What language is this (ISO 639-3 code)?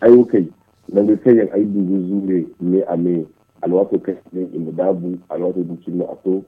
dje